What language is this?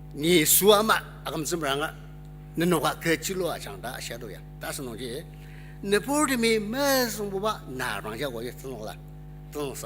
Ao Naga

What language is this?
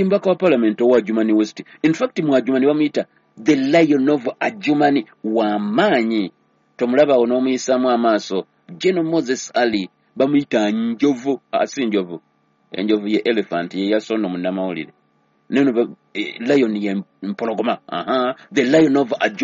Ganda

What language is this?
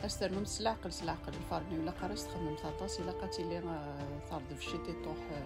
Kabyle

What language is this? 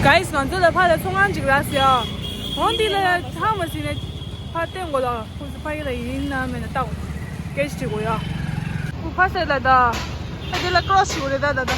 Tibetan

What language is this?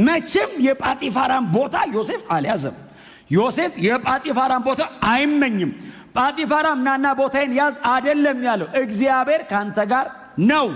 Amharic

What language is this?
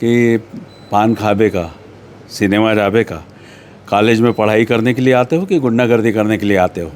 Chhattisgarhi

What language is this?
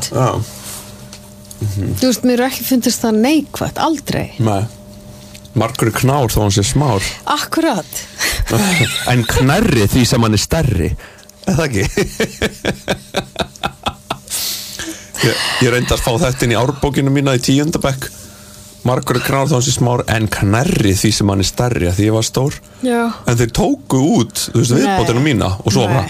Icelandic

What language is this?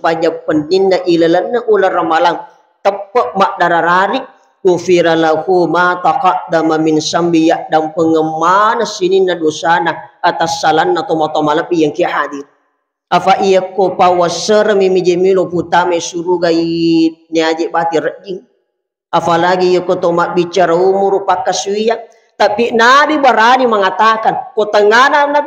Buginese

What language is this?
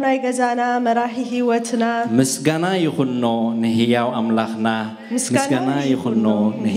Tigrinya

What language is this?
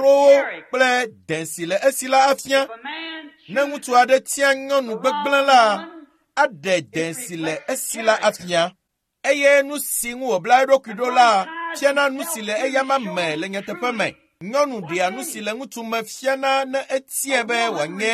Ewe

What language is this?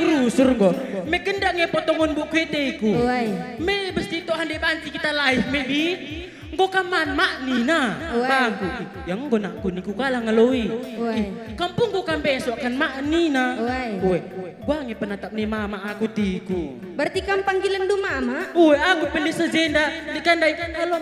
Batak Karo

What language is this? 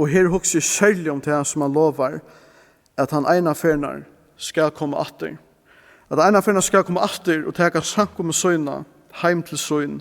Faroese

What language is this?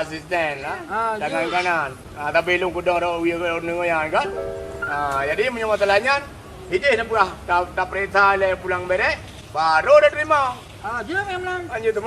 Achinese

